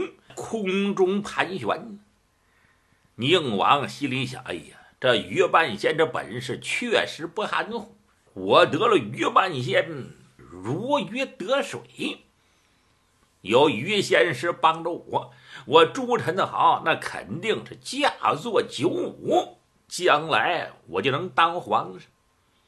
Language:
Chinese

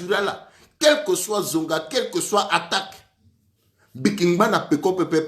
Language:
Sango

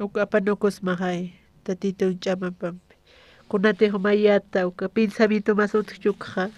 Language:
Aymara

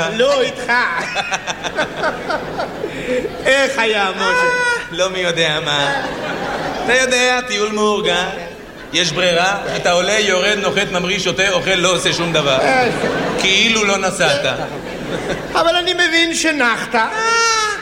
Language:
Hebrew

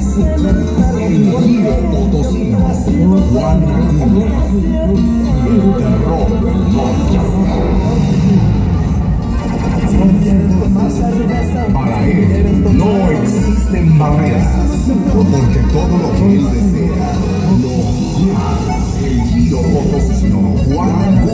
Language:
Spanish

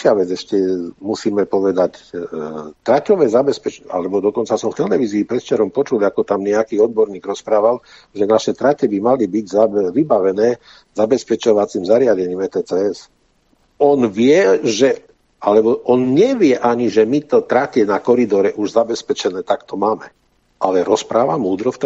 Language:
Slovak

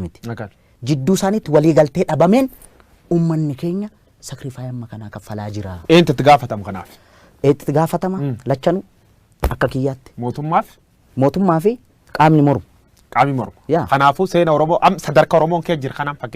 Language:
Oromo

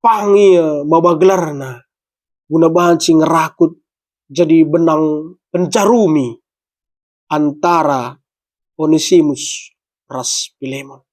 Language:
Batak Karo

